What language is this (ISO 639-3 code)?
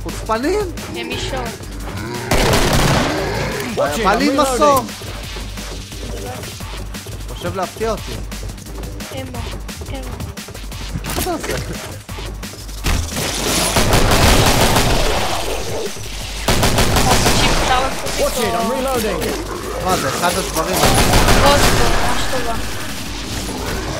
heb